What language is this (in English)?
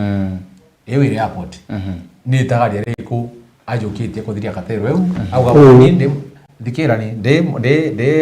Meru